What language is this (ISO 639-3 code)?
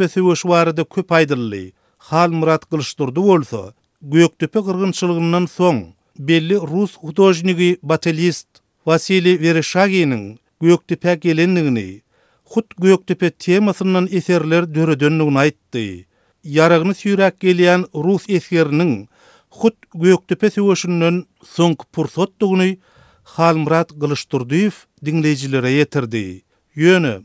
tuk